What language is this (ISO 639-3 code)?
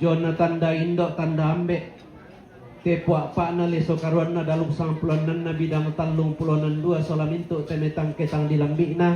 sda